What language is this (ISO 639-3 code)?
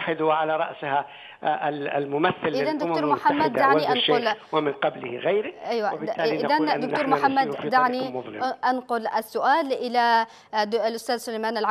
ara